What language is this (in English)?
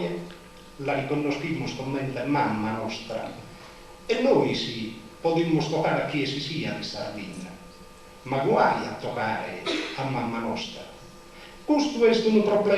Sardinian